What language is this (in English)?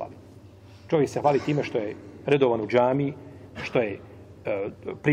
Bosnian